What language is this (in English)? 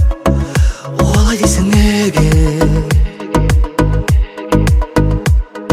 Kazakh